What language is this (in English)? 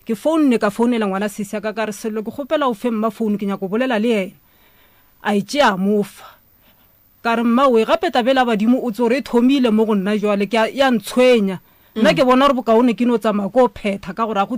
Northern Sotho